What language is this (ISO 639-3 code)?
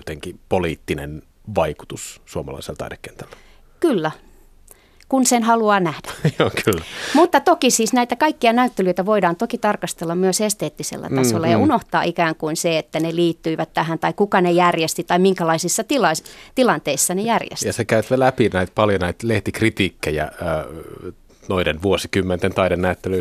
fin